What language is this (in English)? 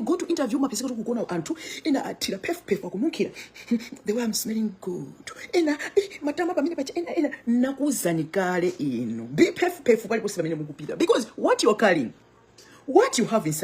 Nyanja